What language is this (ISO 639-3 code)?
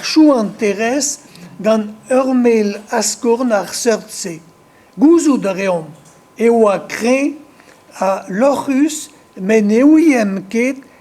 bre